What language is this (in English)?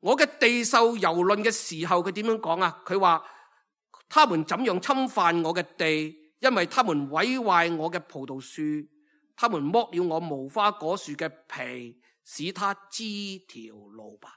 Cantonese